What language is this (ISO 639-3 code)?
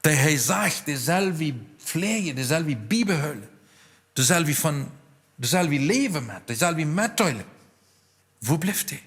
pdt